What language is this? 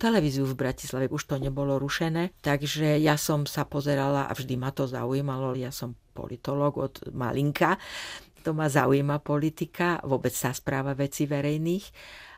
Slovak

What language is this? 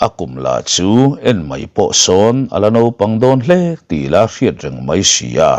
Mizo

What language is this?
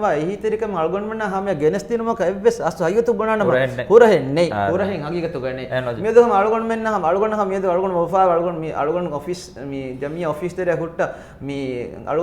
Divehi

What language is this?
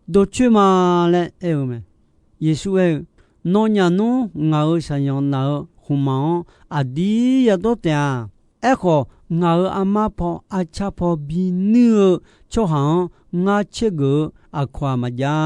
Akha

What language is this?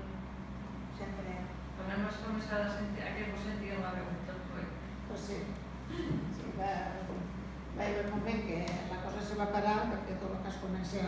Catalan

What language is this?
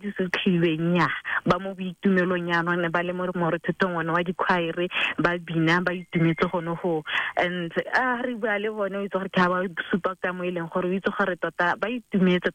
Tswana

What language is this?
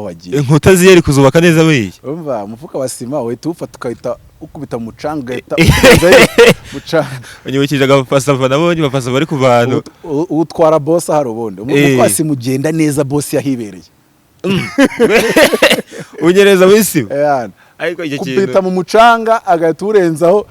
Kinyarwanda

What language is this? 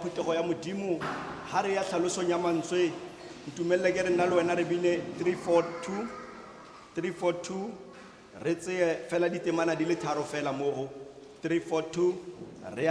Tswana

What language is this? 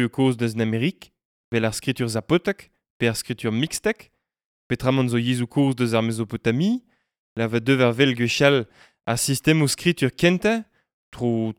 Breton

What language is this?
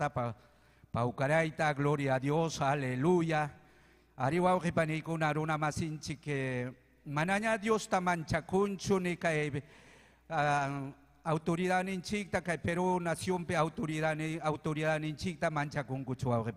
Ayacucho Quechua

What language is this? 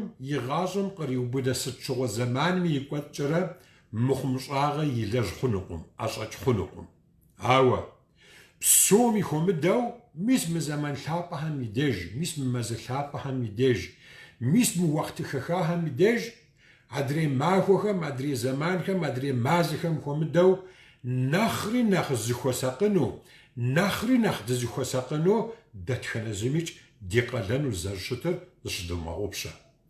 Kabardian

